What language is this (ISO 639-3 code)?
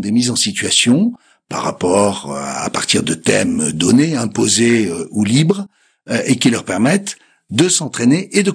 fra